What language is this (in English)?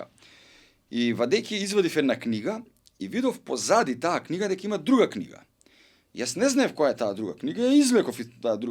Macedonian